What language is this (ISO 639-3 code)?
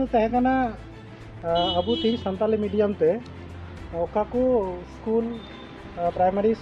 sat